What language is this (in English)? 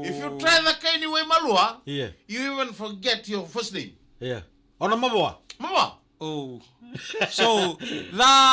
Fijian